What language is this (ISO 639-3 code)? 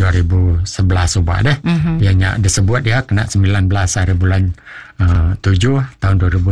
iba